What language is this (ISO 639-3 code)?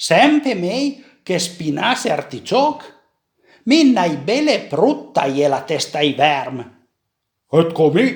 pms